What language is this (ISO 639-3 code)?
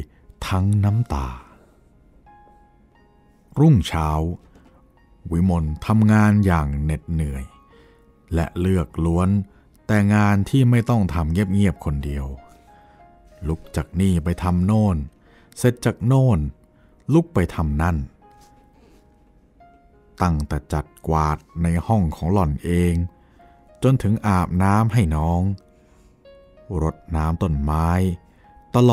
tha